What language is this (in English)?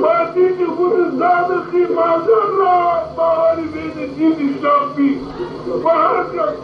Zaza